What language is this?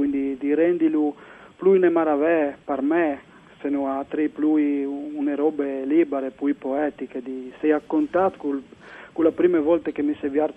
Friulian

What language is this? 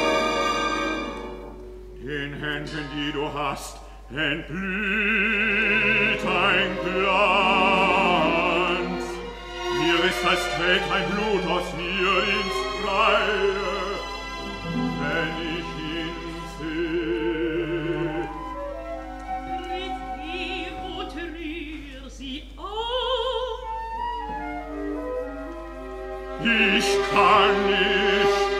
German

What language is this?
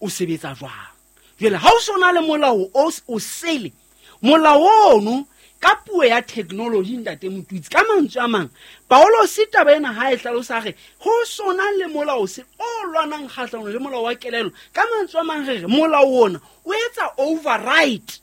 Southern Sotho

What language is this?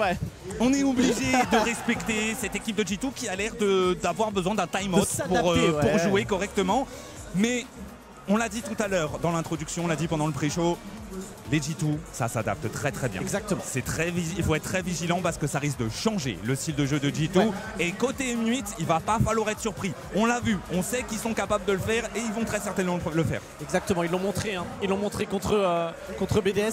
French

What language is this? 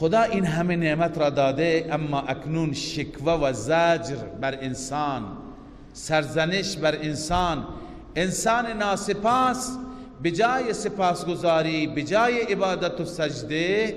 Persian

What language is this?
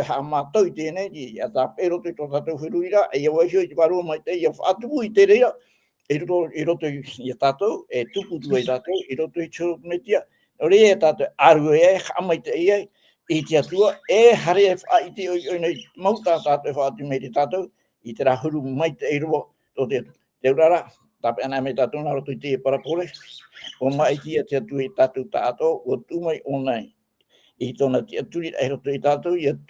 Tahitian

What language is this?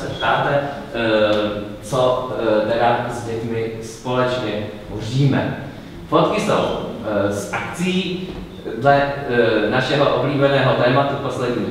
Czech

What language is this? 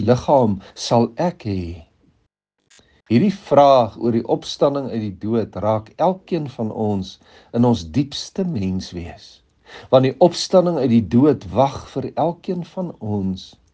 Afrikaans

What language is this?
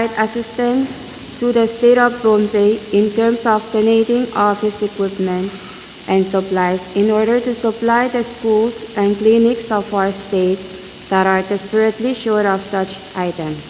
Pohnpeian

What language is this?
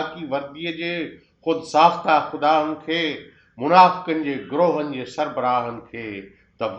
Sindhi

